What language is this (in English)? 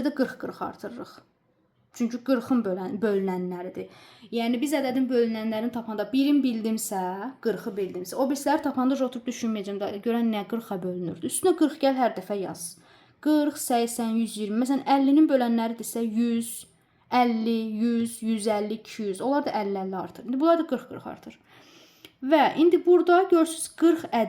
Azerbaijani